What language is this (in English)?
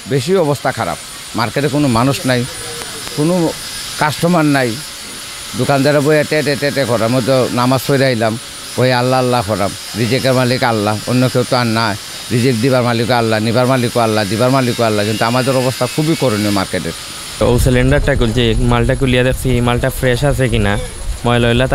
Sylheti